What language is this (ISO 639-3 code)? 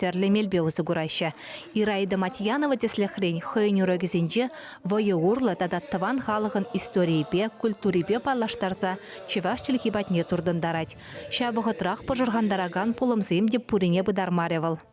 chv